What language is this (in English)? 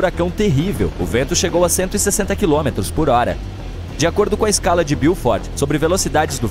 Portuguese